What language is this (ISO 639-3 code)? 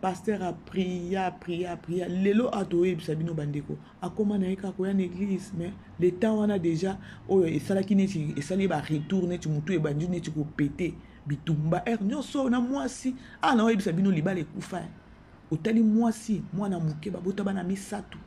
lin